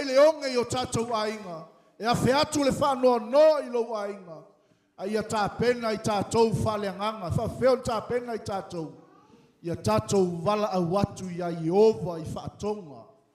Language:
Samoan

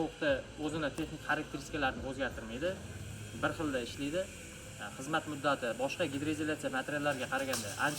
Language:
Uzbek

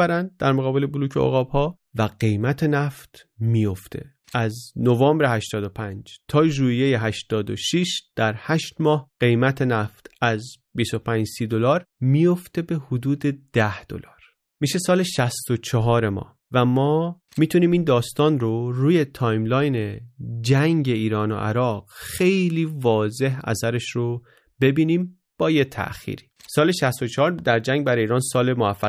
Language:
Persian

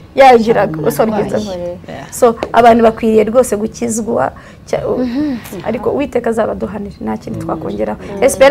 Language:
Kinyarwanda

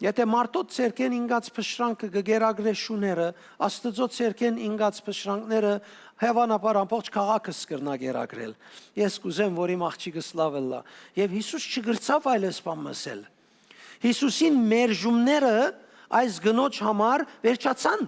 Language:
Western Armenian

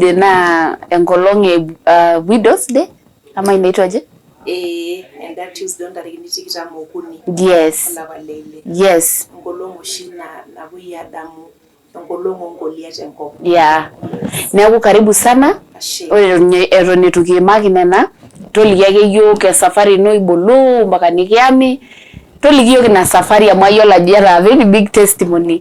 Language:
Masai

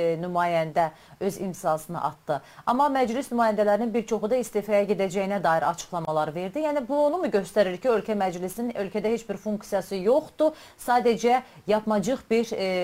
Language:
South Azerbaijani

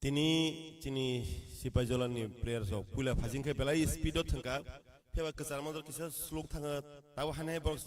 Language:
Kok Borok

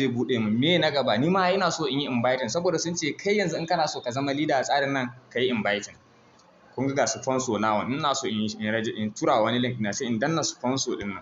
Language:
Hausa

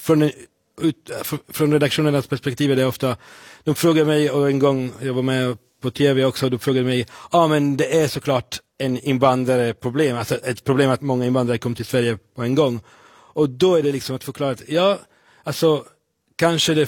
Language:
Swedish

